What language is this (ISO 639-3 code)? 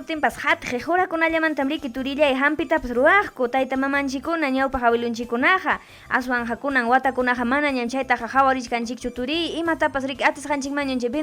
quy